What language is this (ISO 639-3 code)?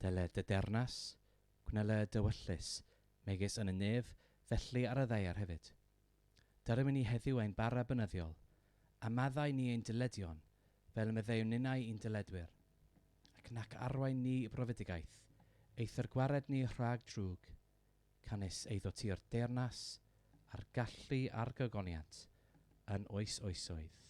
cym